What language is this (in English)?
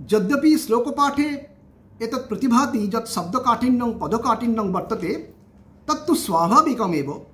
Sanskrit